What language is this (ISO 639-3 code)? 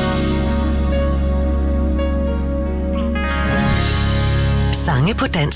dan